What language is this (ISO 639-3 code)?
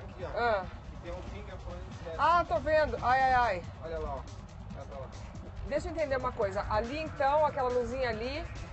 por